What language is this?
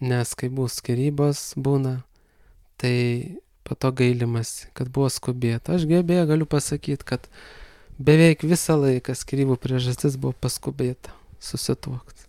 Lithuanian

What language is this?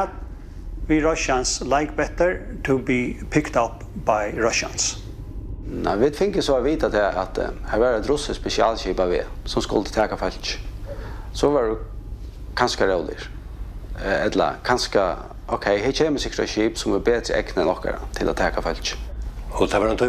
Faroese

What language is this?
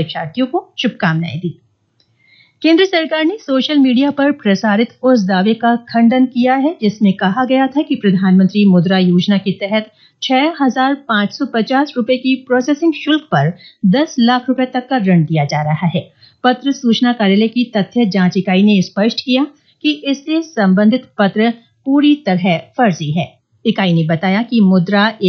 Hindi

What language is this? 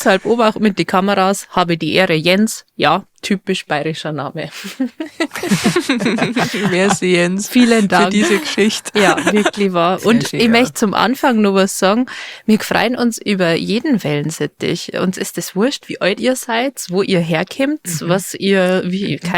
Bavarian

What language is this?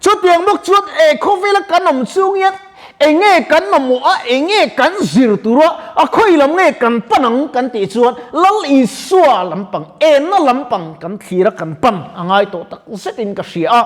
Mizo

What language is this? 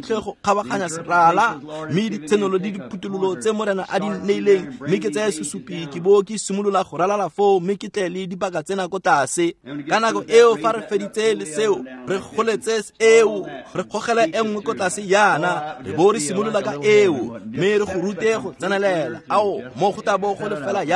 Tswana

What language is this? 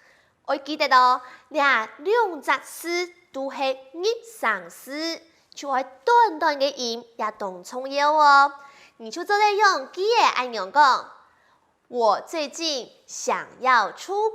Hakka Chinese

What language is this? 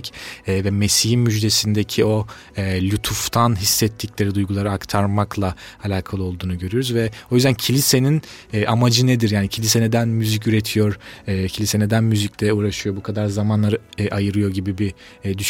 Turkish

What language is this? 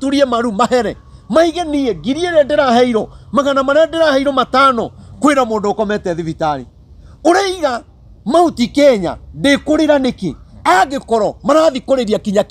Kikuyu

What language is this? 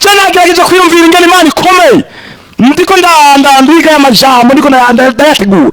Rundi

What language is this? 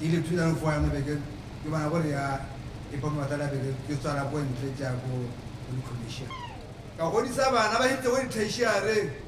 Tswana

